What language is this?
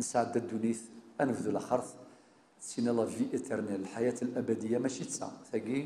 Kabyle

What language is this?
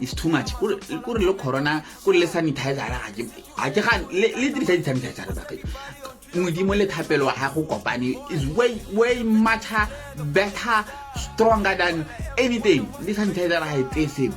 Tswana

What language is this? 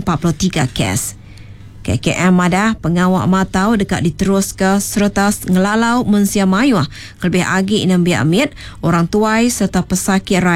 Iban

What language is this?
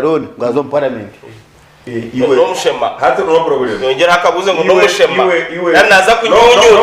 Nyankole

